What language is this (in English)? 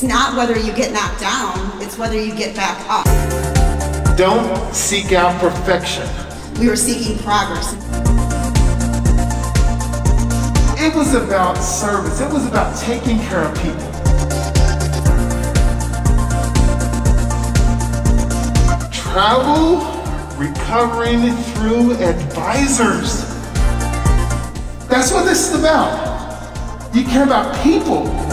English